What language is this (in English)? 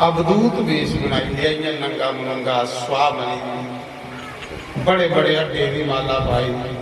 Dogri